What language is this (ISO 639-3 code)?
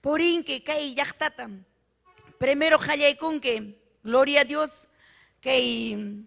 quy